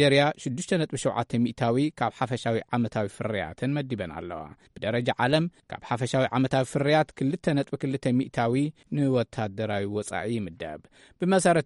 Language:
Tigrinya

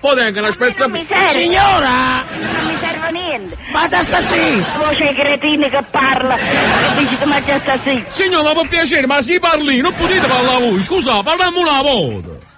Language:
Neapolitan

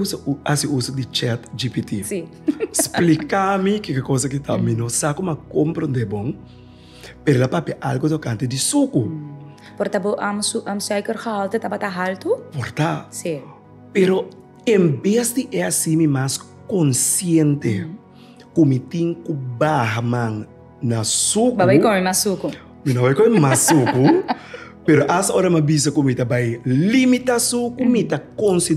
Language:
Papiamento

